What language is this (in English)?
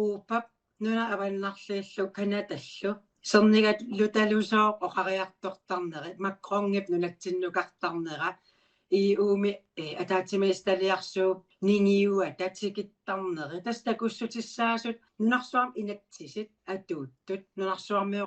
Kalaallisut